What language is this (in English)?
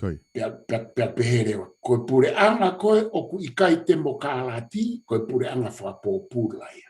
Tongan